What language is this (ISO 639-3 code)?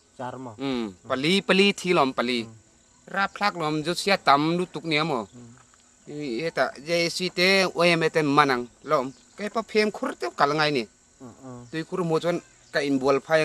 lus